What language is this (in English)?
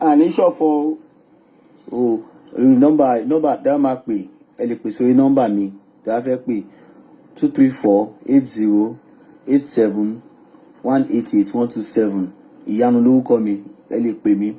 Yoruba